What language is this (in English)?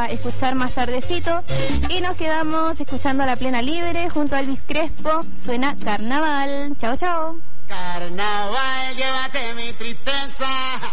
Spanish